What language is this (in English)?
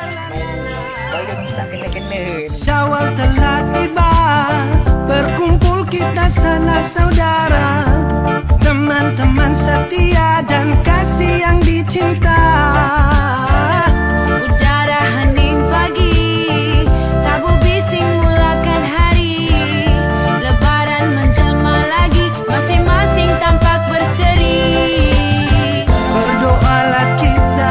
Malay